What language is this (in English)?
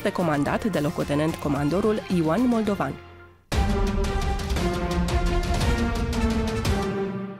Romanian